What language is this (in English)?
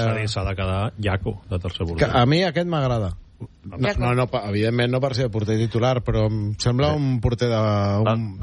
Catalan